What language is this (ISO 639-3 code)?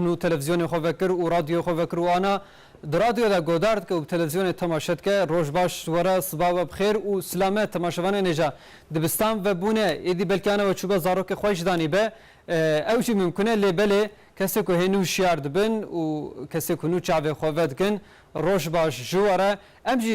kur